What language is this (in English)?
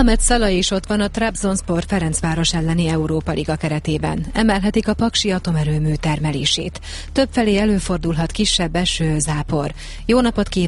Hungarian